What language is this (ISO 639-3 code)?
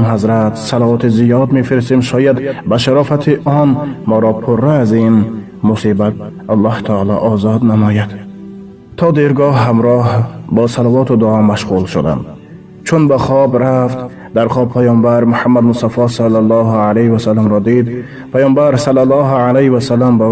tgk